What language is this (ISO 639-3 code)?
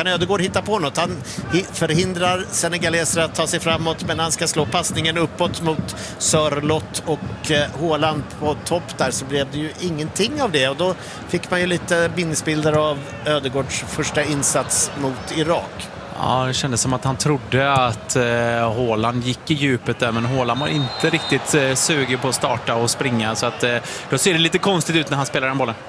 swe